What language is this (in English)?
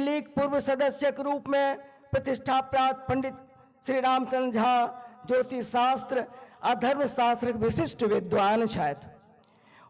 Maithili